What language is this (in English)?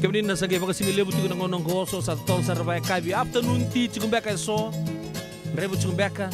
Fijian